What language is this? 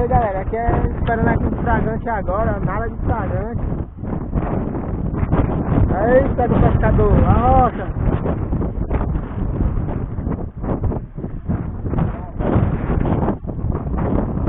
Portuguese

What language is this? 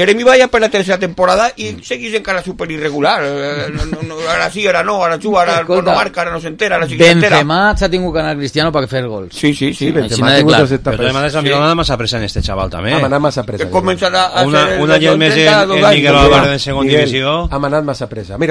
Catalan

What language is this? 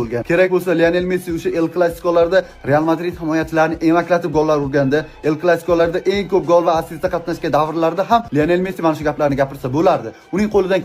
Uzbek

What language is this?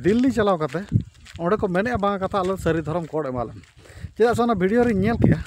Santali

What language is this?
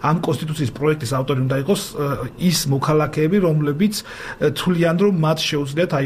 Georgian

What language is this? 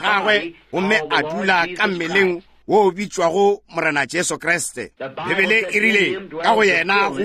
Northern Sotho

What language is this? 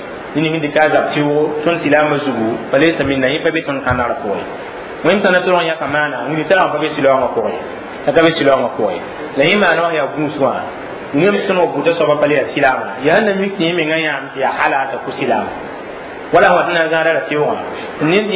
Mossi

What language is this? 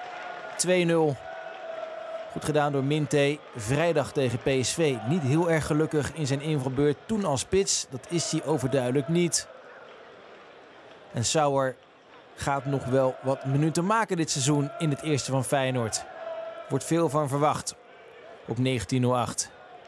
Dutch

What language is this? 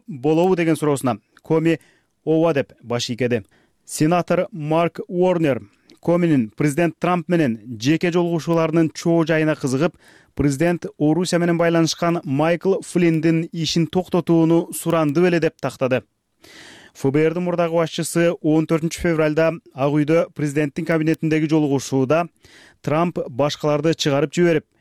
Kyrgyz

